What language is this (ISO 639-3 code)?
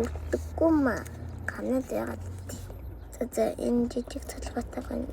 mon